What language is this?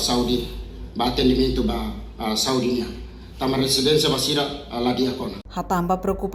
Tetum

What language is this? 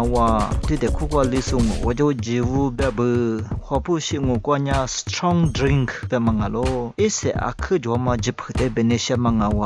Lisu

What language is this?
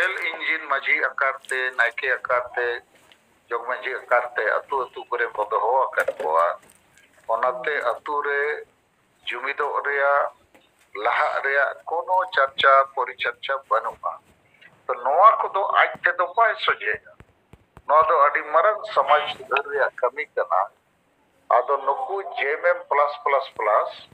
Santali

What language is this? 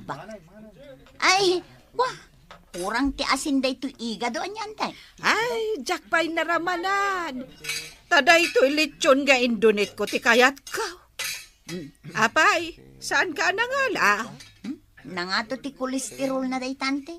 Iloko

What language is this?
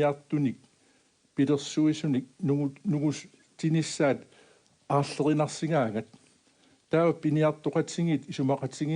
Kalaallisut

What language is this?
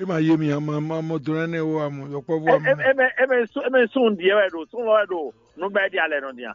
Fon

